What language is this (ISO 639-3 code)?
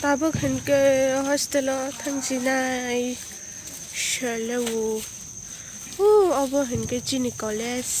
trp